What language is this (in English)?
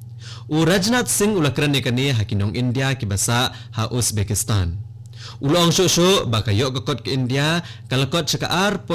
Khasi